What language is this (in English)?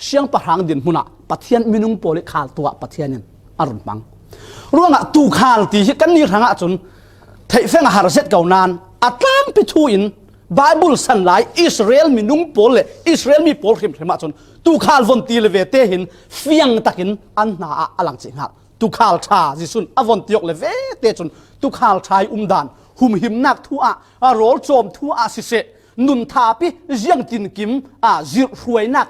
Falam Chin